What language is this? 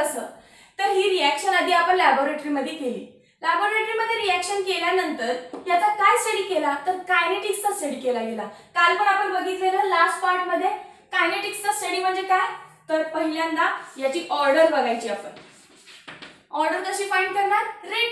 Marathi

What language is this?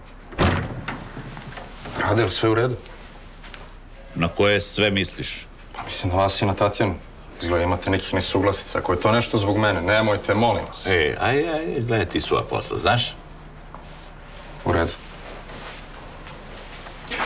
Serbian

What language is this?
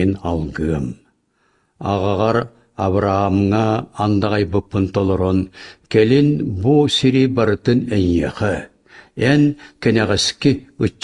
Yakut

